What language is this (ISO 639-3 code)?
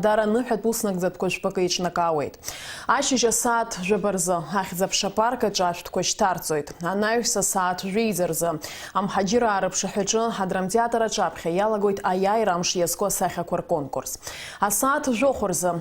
abk